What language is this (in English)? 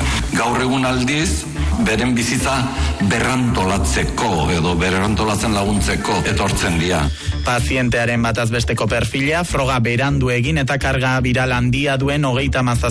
Basque